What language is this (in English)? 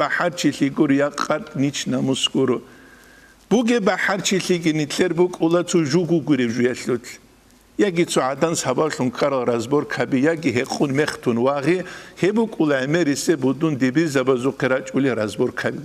Avaric